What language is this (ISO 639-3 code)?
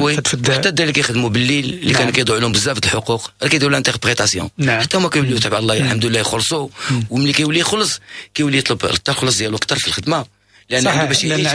ary